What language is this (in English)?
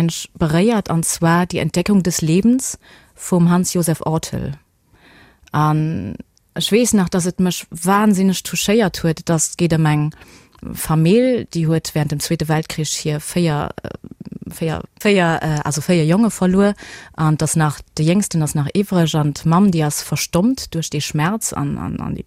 Luxembourgish